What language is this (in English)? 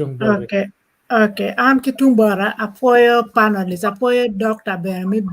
Acoli